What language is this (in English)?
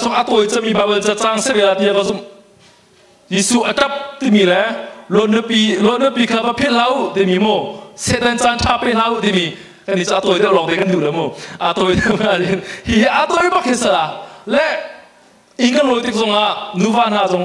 Hakha Chin